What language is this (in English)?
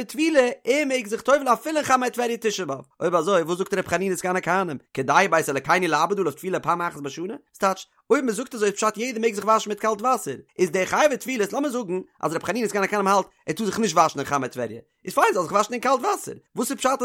Yiddish